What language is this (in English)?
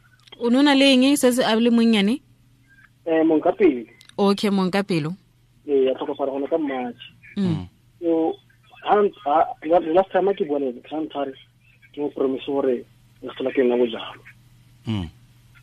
Tswana